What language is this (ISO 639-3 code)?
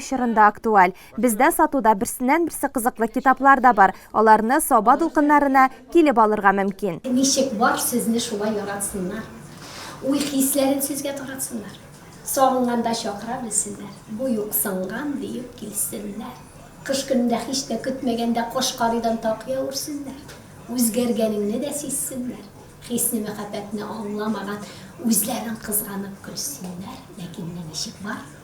tat